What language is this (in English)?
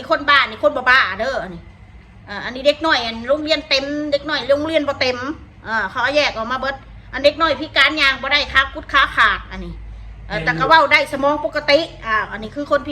Northeastern Thai